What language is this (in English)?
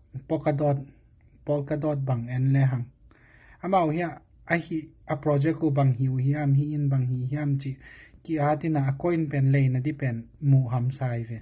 Tedim Chin